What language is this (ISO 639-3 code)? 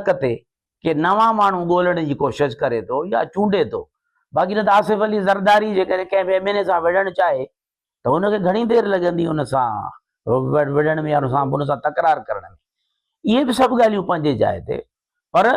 snd